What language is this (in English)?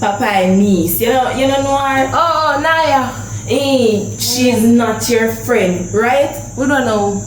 Jamaican Creole English